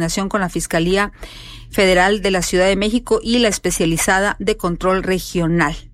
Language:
Spanish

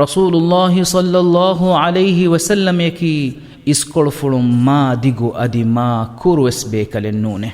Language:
Divehi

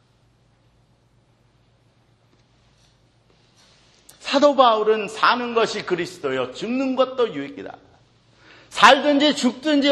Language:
Korean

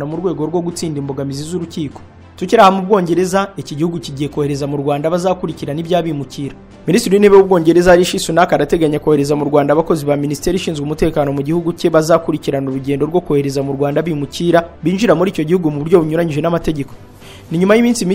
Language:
Kinyarwanda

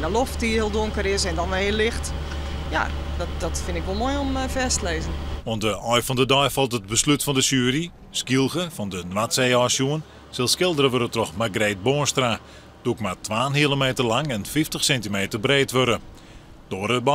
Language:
Western Frisian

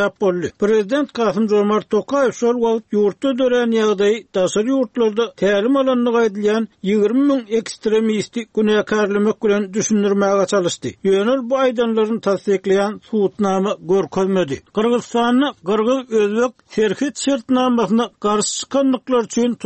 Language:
Turkmen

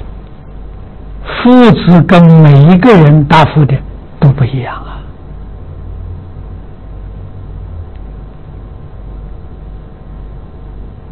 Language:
Chinese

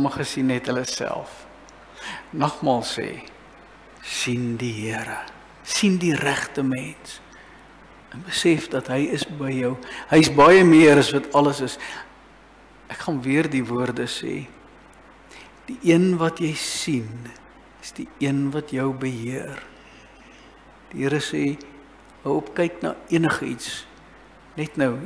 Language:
Afrikaans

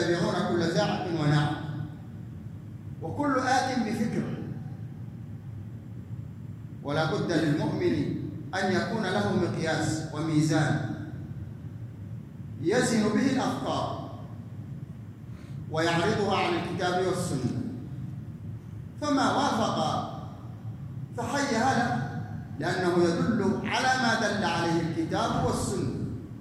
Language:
Arabic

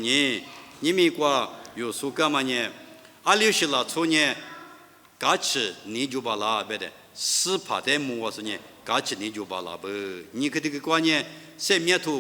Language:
Lisu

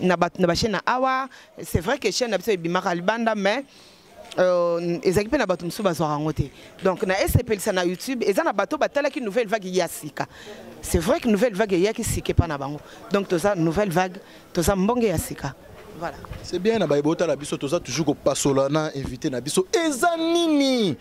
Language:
Lingala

